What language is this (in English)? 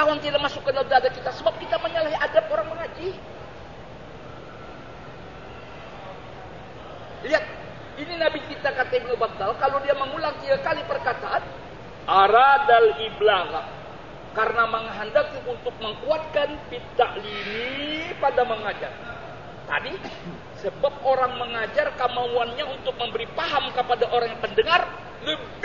Indonesian